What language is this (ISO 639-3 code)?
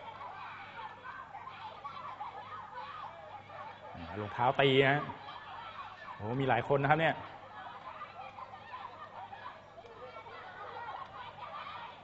tha